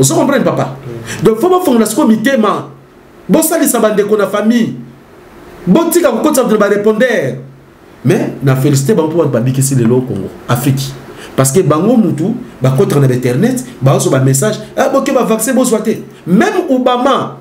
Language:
Lingala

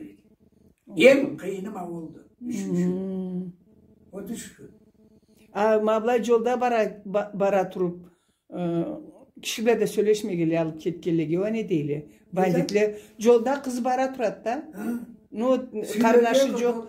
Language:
Karachay-Balkar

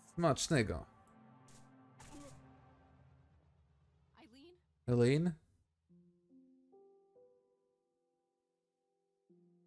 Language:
Polish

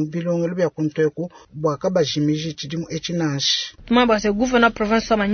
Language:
Luba-Lulua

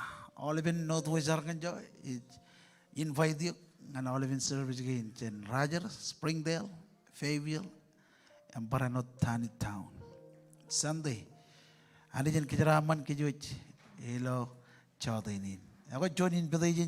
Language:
Marshallese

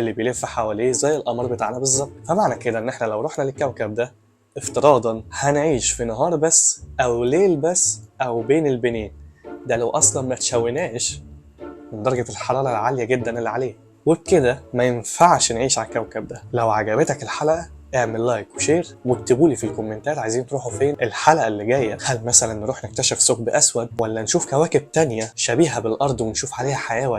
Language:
Egyptian Arabic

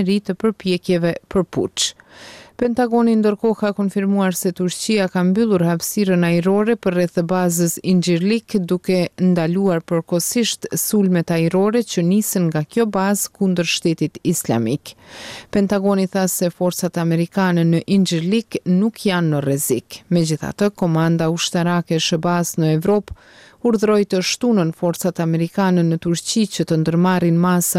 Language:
Albanian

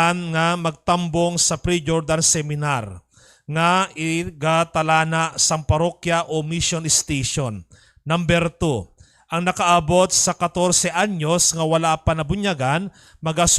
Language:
Hiligaynon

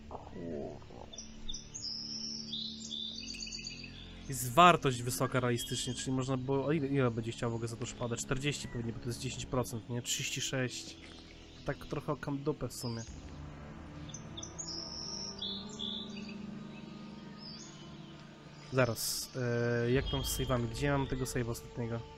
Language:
Polish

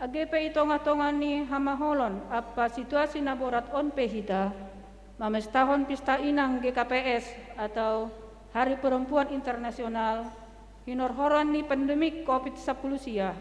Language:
Batak Simalungun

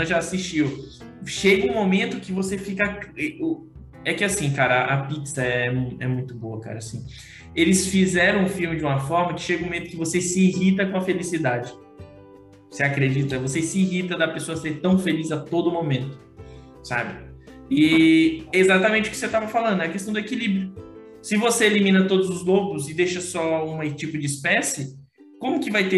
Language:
Portuguese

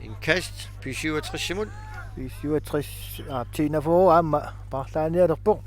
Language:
Kalaallisut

